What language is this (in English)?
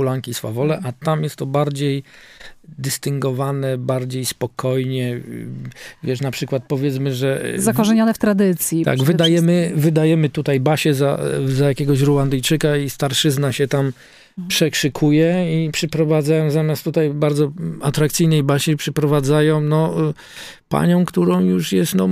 Polish